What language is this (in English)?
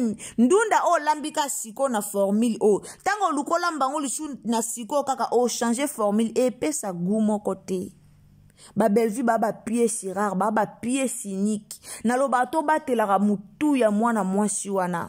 Lingala